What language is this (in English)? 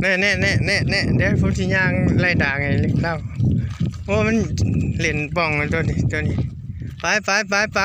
Northeastern Thai